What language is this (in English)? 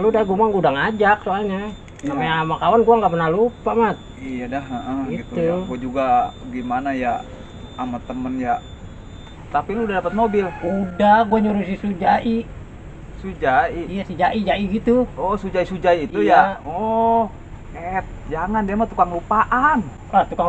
Betawi